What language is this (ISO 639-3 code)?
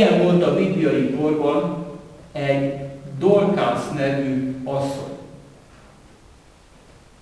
hun